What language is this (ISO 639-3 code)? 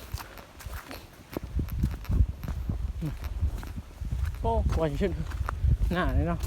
lao